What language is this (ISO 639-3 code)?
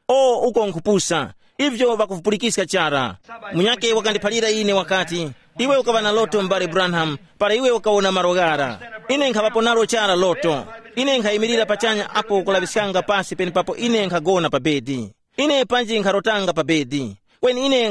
tum